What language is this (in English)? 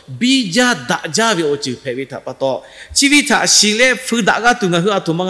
Lahu